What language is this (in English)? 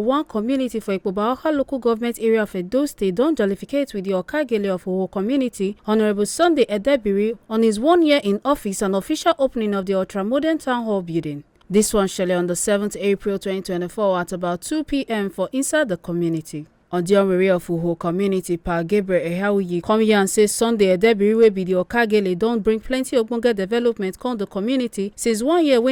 Nigerian Pidgin